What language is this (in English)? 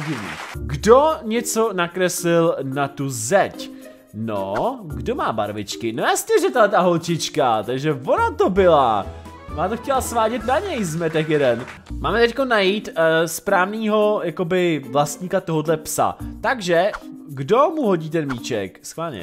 Czech